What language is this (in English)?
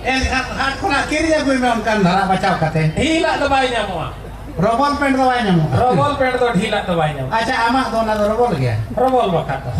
Santali